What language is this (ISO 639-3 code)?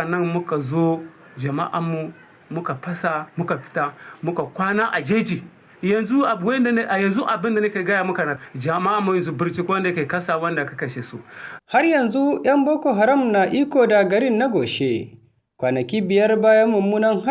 hau